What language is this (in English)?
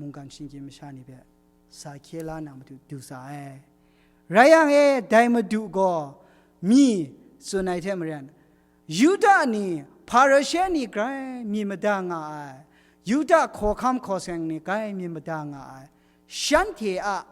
Kachin